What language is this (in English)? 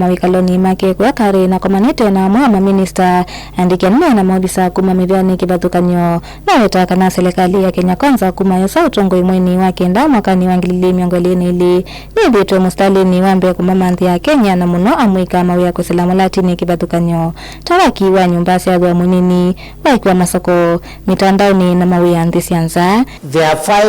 Kamba